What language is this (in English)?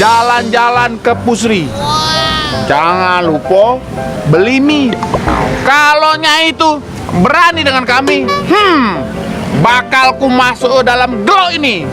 Musi